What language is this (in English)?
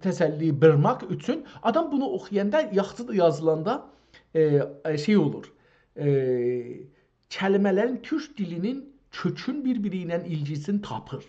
South Azerbaijani